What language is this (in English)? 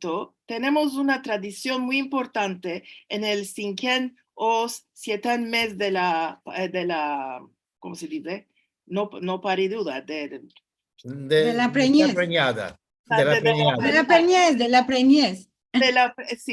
Ladino